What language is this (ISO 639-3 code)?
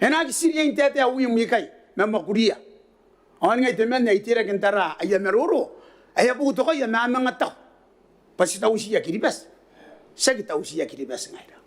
gil